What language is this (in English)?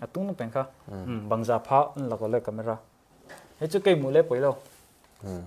Paite Chin